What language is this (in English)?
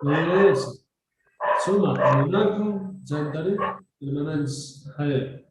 Quechua